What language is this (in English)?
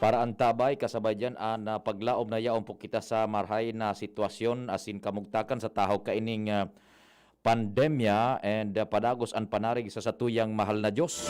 Bikol